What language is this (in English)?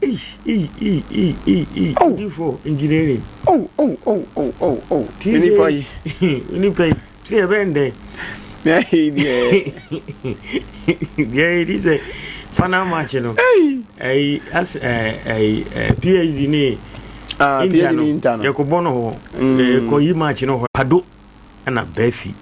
Akan